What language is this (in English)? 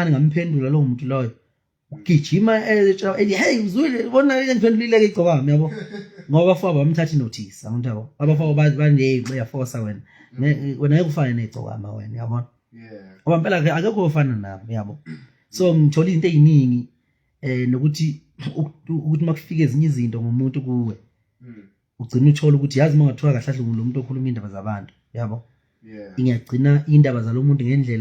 Zulu